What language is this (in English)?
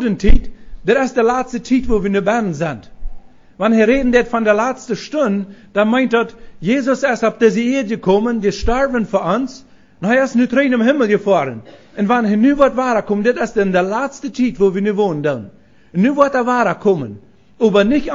Plautdietsch